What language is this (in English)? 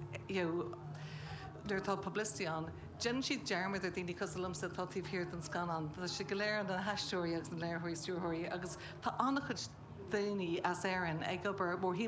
Irish